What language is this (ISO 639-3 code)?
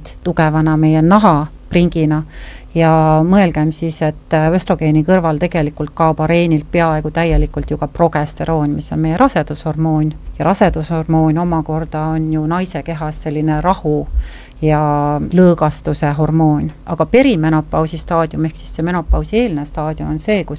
est